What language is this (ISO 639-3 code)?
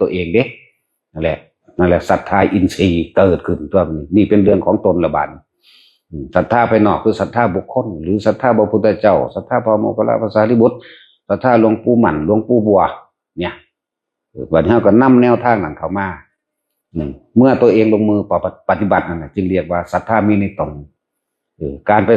tts